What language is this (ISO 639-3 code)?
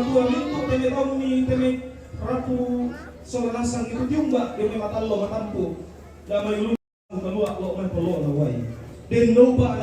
sda